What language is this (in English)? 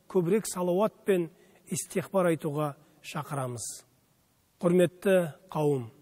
Kazakh